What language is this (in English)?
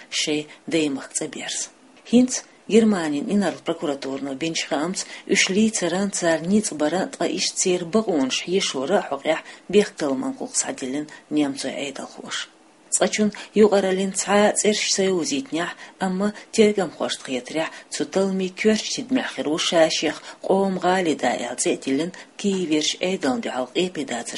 Chechen